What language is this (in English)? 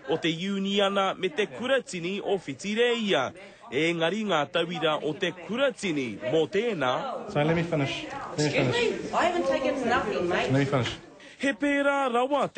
Māori